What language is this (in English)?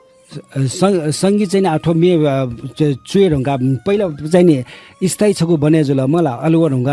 Newari